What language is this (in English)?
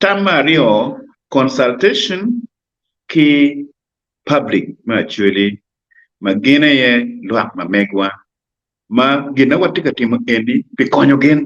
Acoli